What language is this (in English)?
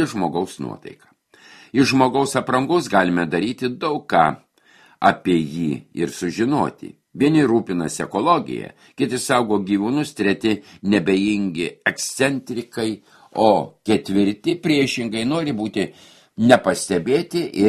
Lithuanian